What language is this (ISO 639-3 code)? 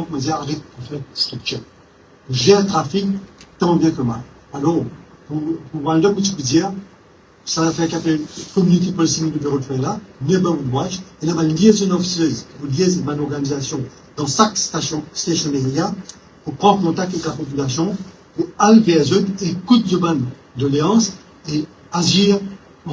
mfe